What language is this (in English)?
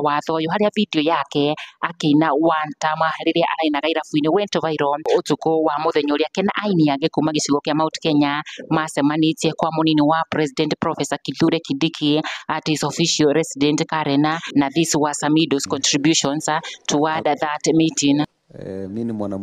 Kikuyu